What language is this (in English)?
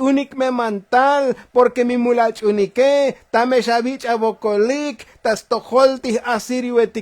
Tzotzil